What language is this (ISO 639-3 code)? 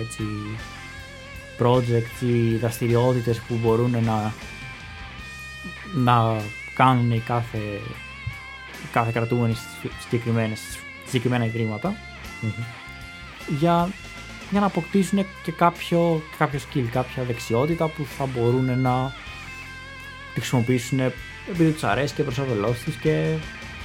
ell